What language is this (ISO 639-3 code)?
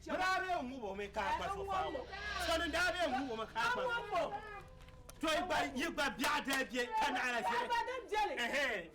dag